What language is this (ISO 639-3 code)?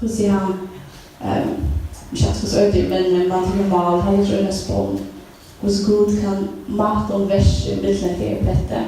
fao